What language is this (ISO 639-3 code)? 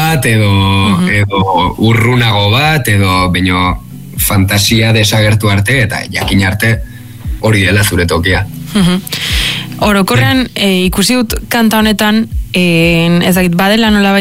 eus